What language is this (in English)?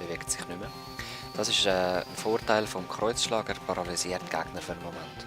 Swiss German